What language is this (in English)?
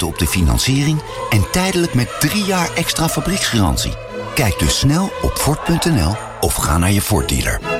Dutch